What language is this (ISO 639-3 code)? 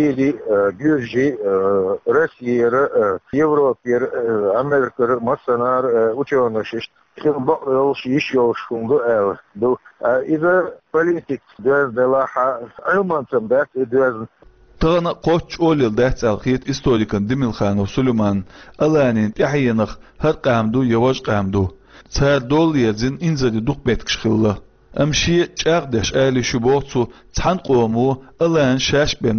che